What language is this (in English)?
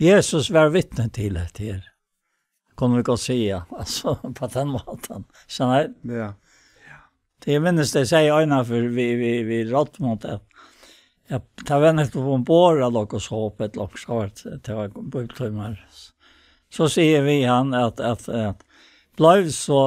Faroese